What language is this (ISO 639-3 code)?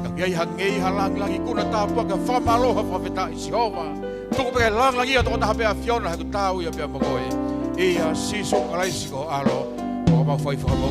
ton